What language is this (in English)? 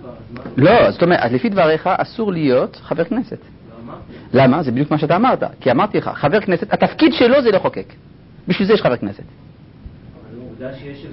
Hebrew